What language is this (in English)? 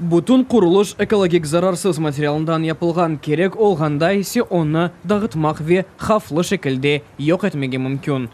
Crimean Tatar